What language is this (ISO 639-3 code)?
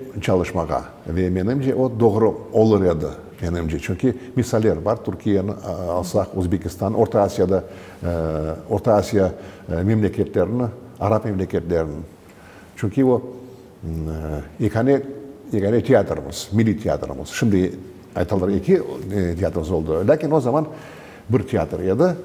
crh